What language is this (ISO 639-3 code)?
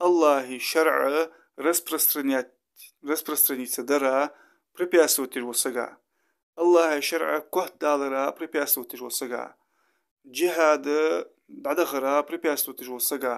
inh